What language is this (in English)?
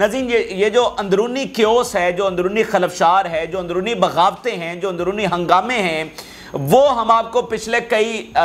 Urdu